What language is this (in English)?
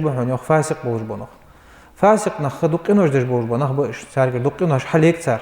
Ingush